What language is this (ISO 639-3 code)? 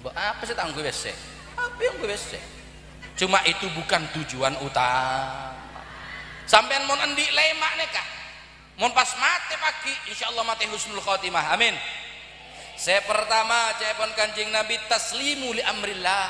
mad